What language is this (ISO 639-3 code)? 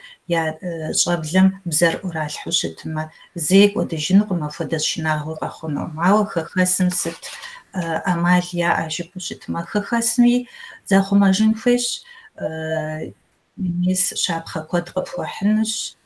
kbd